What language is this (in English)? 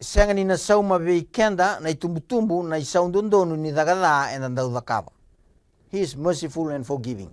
Fijian